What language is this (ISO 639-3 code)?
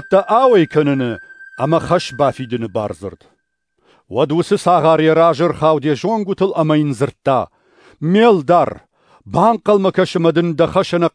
oss